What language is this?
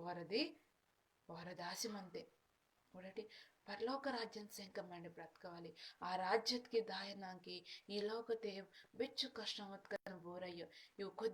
Koya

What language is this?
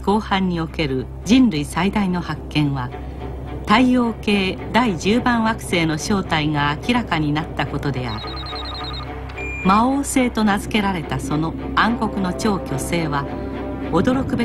Japanese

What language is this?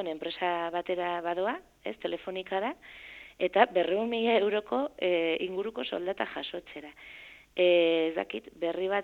Basque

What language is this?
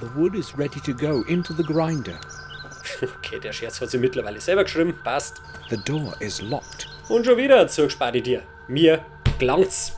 Bavarian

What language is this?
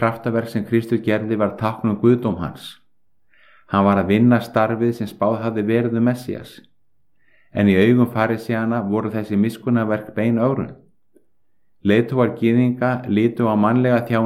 Icelandic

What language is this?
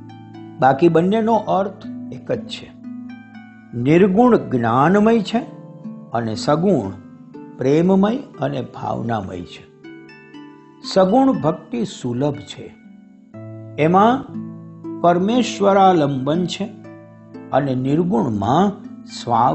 Gujarati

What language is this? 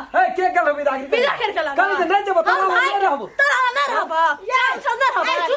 Maithili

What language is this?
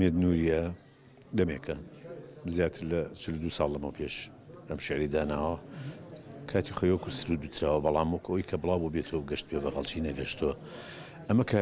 Central Kurdish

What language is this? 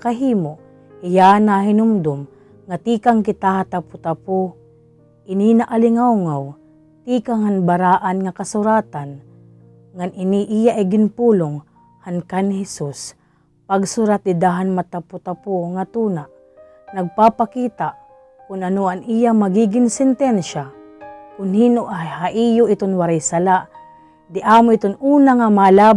Waray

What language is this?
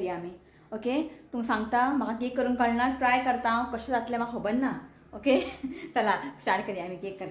Konkani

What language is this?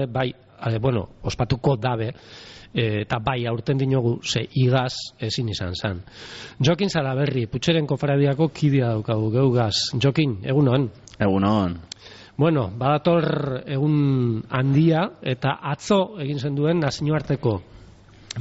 Basque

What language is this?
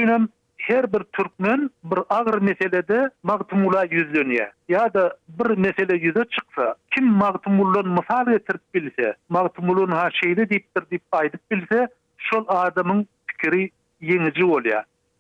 Turkmen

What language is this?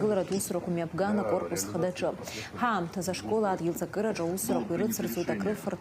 Abkhazian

